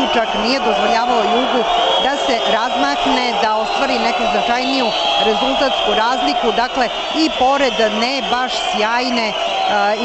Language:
Serbian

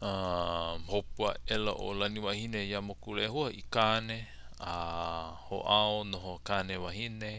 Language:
Hawaiian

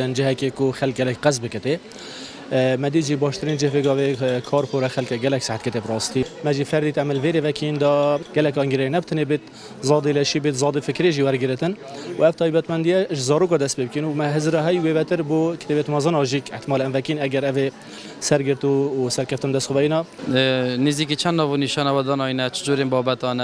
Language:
Kurdish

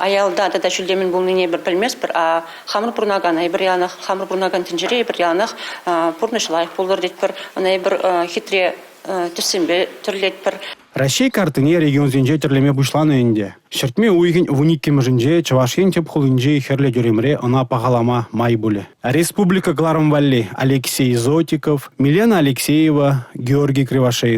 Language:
Chuvash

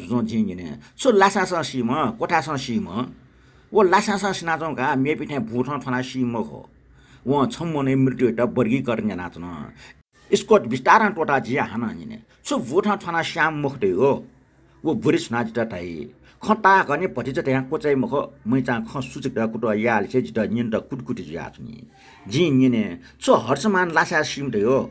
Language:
Newari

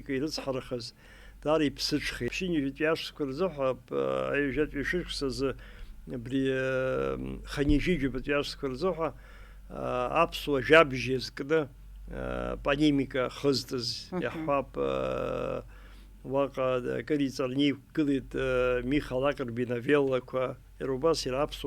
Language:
Abkhazian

